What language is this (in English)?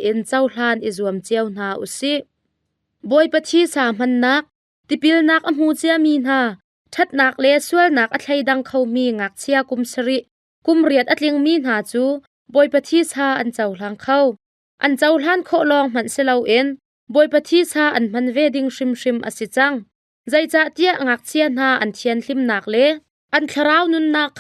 Hakha Chin